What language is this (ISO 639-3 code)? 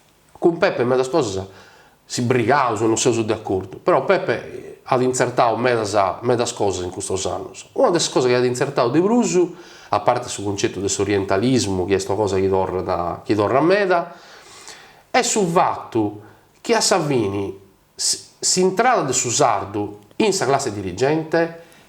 srd